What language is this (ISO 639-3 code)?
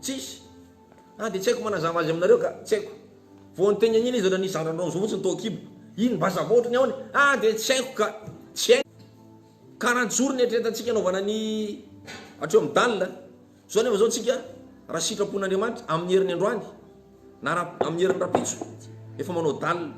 mlg